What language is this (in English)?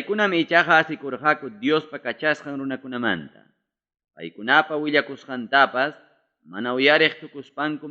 Ayacucho Quechua